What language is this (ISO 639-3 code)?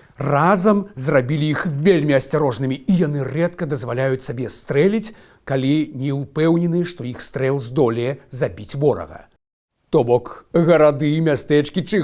bel